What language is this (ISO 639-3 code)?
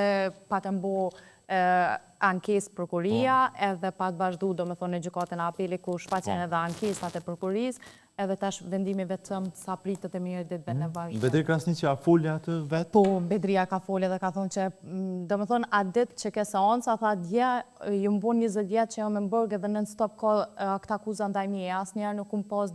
sqi